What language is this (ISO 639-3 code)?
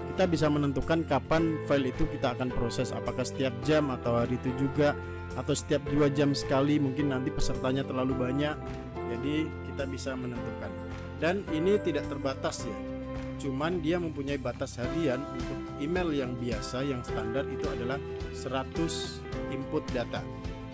ind